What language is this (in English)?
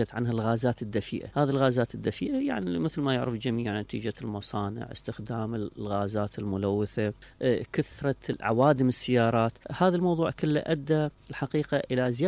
Mesopotamian Arabic